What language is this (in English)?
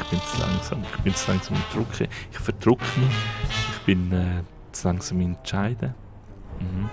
Swiss German